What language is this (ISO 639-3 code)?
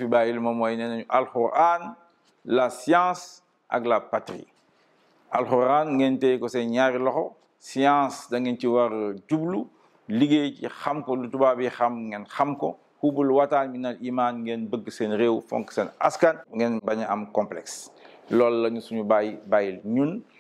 wol